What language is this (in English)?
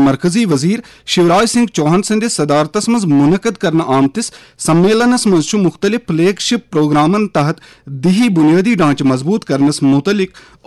Kashmiri